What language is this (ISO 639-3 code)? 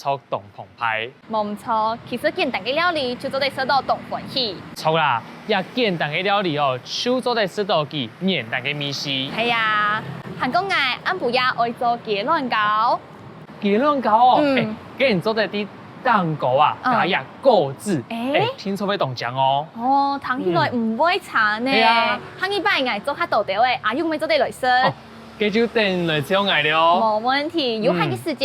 hak